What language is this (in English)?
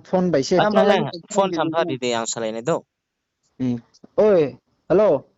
Riang (India)